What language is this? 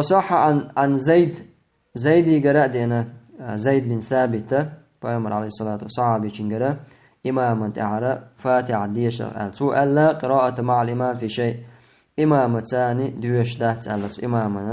Chechen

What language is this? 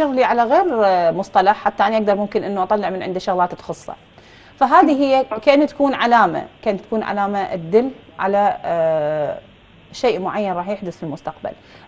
Mesopotamian Arabic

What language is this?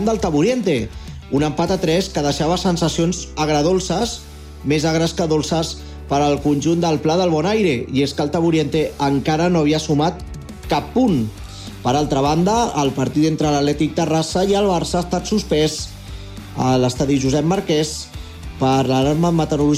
Catalan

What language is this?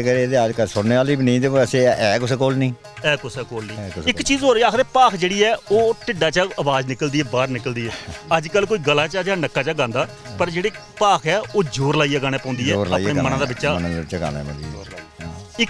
Dogri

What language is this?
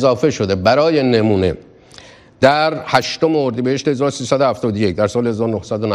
Persian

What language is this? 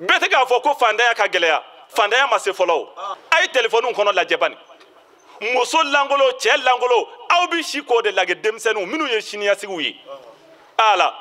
Bambara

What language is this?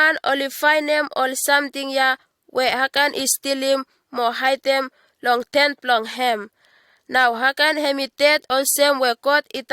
Bislama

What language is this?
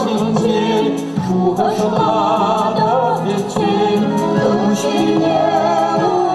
Chuvash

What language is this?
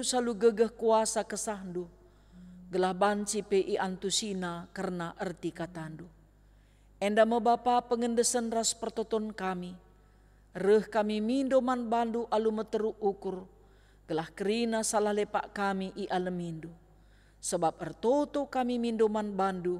Batak Karo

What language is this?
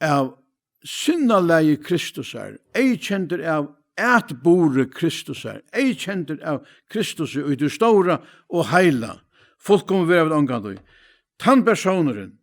Faroese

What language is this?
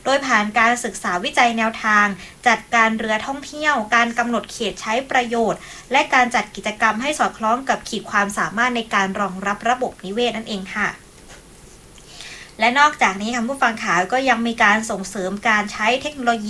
Thai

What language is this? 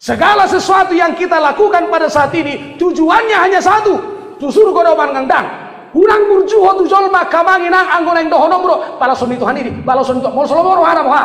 Batak Toba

